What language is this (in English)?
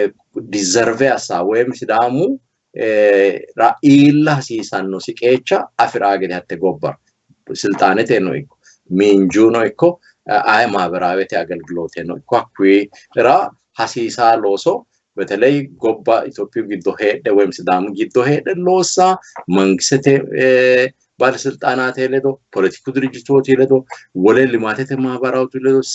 Sidamo